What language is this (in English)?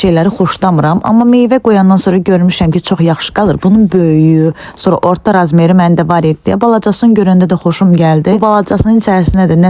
Azerbaijani